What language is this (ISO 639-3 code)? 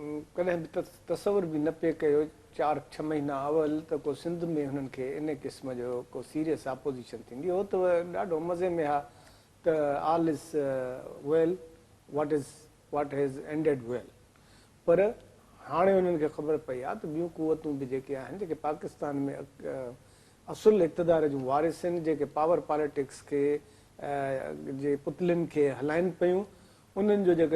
snd